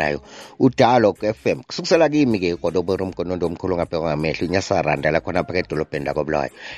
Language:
North Ndebele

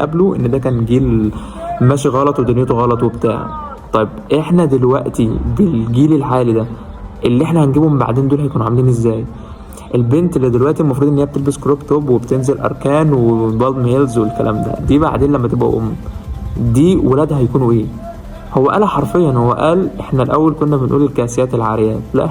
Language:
Egyptian Arabic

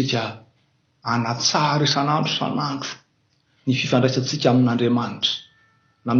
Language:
Malagasy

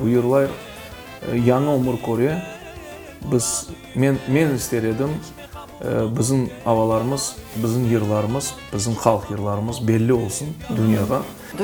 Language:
Crimean Tatar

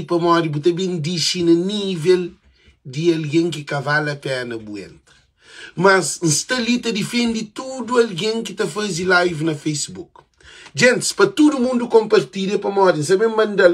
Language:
Kabuverdianu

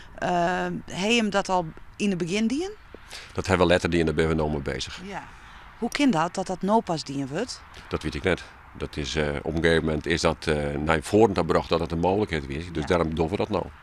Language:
Western Frisian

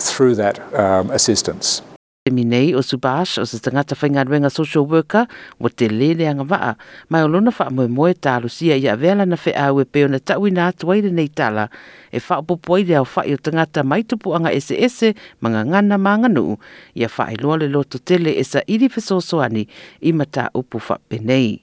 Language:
Samoan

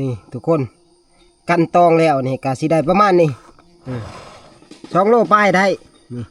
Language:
Northeastern Thai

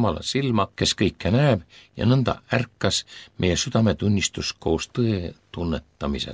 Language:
Estonian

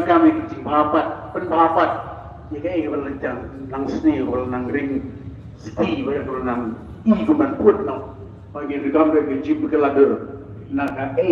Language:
Khasi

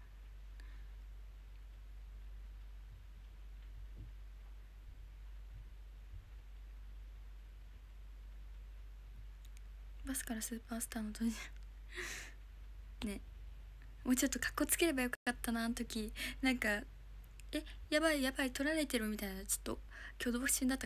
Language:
Japanese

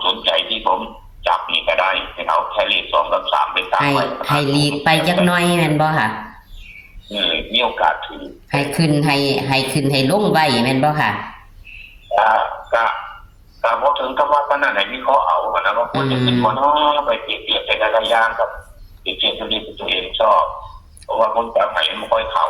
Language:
Northeastern Thai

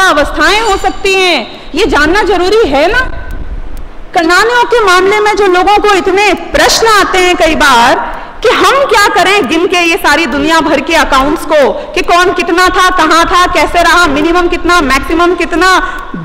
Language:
Hindi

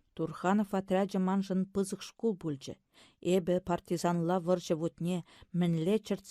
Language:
Chuvash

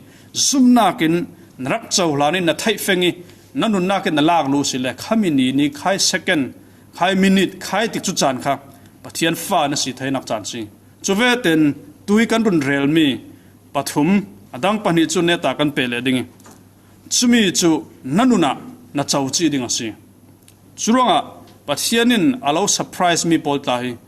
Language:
Falam Chin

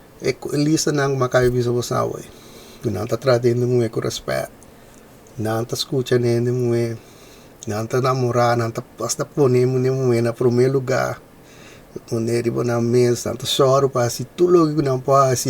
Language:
Papiamento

